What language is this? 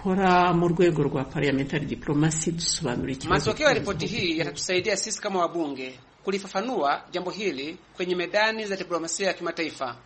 Swahili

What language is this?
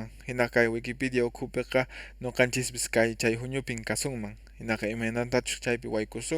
Quechua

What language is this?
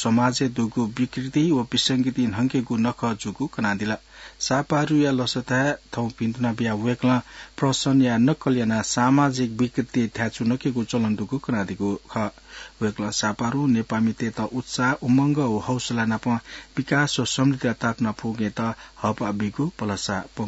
Newari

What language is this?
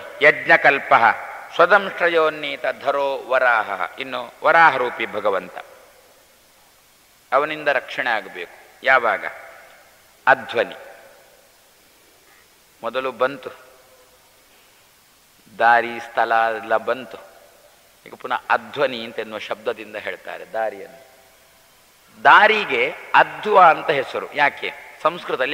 Kannada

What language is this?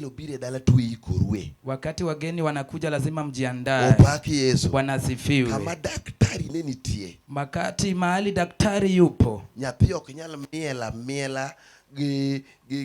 Luo (Kenya and Tanzania)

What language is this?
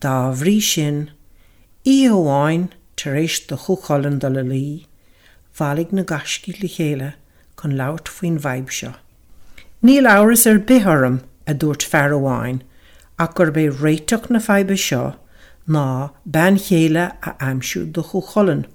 Irish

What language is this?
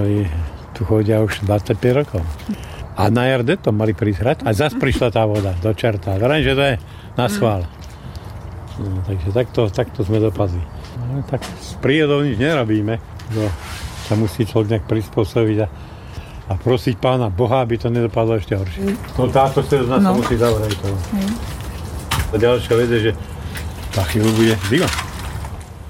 Slovak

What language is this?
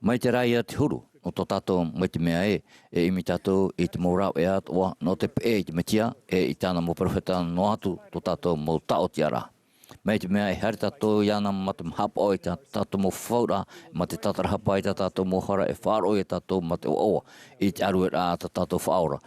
Tahitian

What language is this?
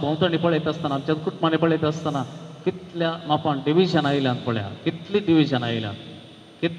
Konkani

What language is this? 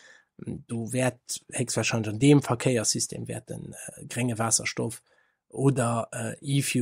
Luxembourgish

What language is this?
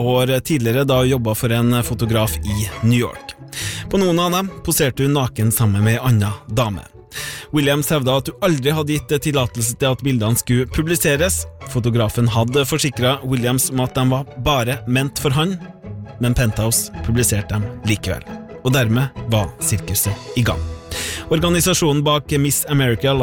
Norwegian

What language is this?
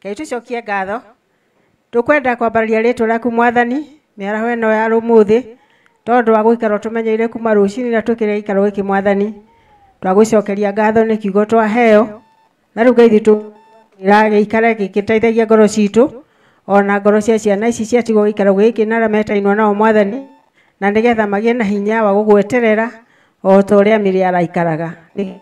Kikuyu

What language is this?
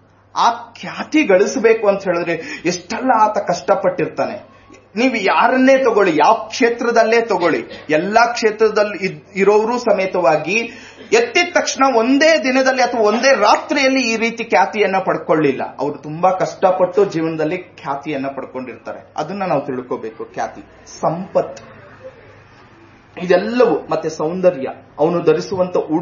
Kannada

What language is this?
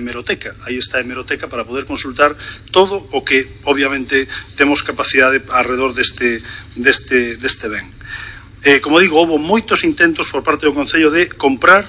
Galician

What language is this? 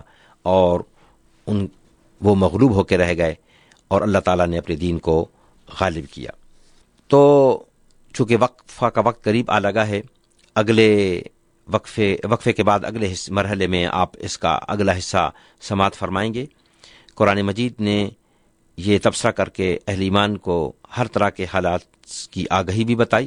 Urdu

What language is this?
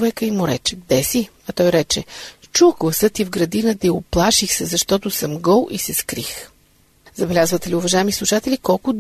Bulgarian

